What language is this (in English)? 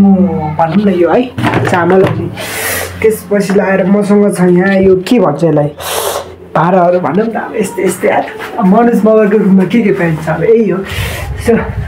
Nepali